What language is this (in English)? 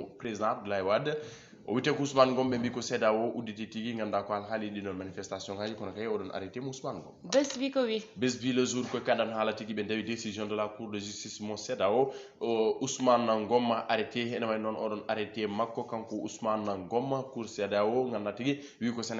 Fula